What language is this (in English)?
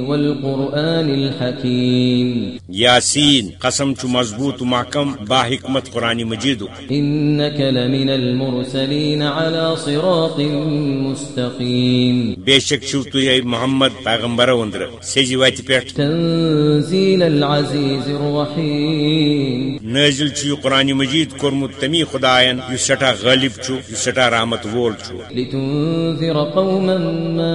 Kashmiri